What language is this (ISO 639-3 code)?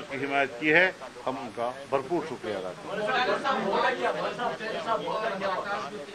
urd